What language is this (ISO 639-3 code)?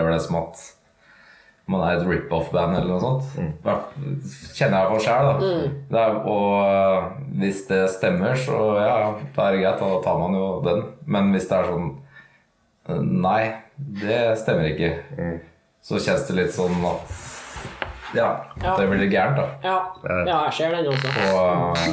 nor